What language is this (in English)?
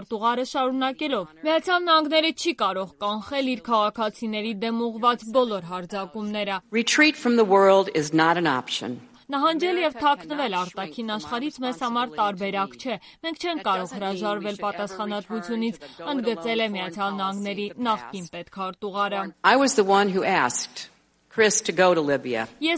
Armenian